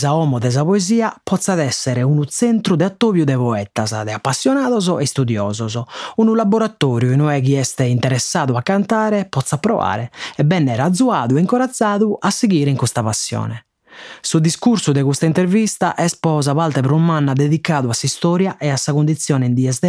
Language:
Sardinian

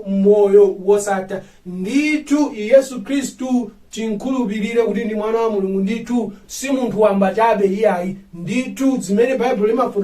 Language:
Nyanja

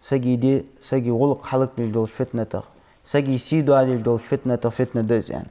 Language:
Ingush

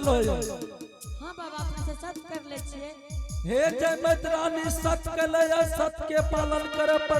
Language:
Angika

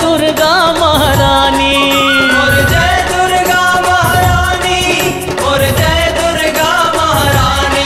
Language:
Chhattisgarhi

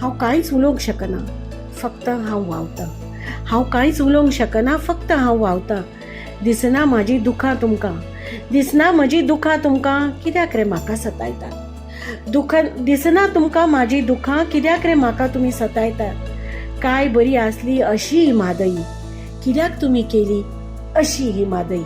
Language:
Konkani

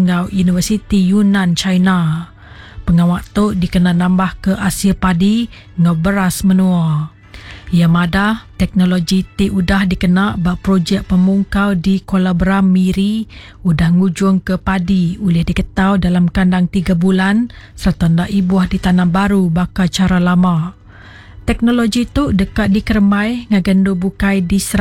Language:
Iban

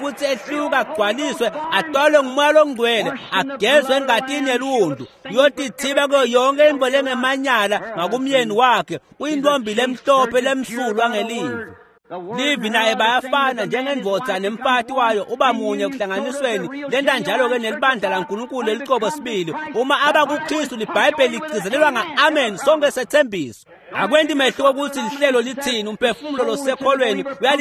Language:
Swati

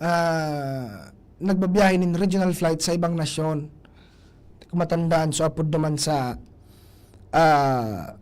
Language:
Bikol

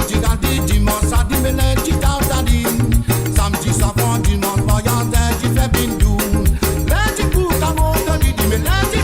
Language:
Morisyen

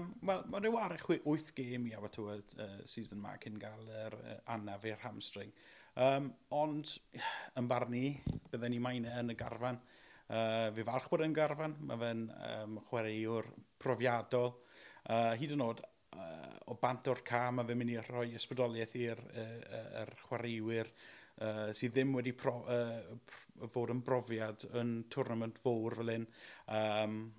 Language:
Welsh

